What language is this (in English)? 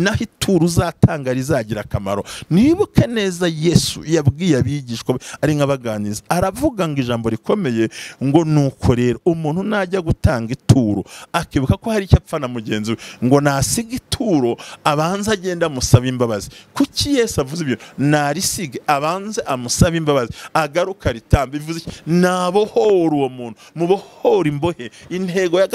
Kinyarwanda